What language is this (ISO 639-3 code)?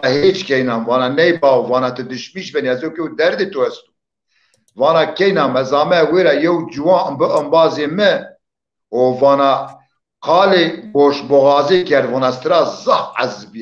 zza